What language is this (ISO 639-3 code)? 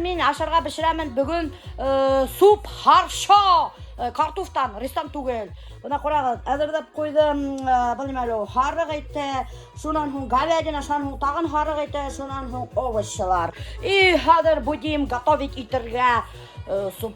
bak